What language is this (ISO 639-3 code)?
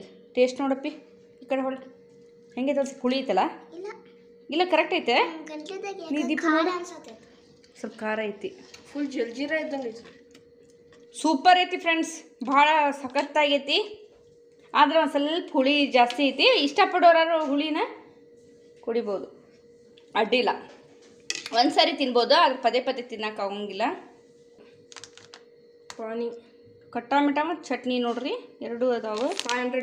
kan